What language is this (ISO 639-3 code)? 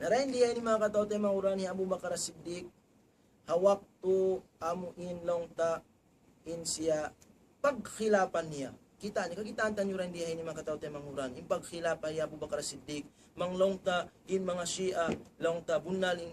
tsg